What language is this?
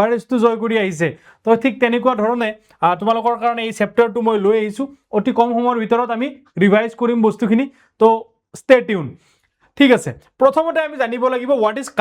Assamese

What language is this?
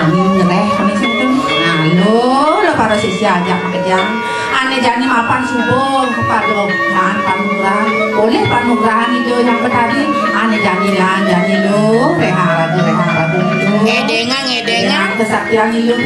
Balinese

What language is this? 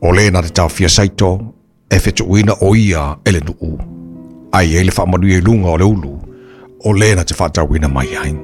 Samoan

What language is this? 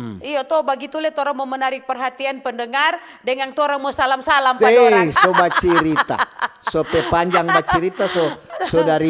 Manado Malay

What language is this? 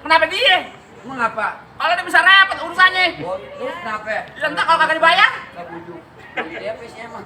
Betawi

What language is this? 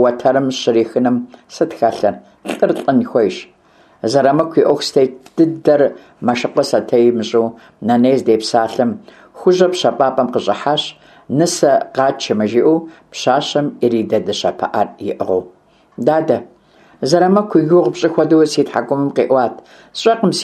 Kabardian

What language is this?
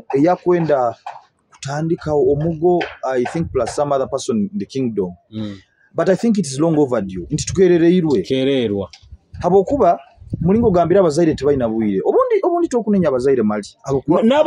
Nyoro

